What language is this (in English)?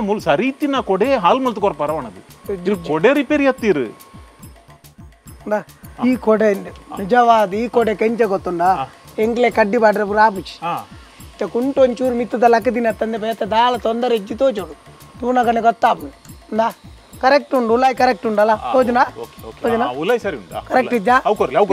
Tulu